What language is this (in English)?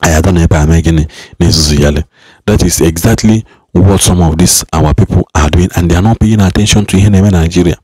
Igbo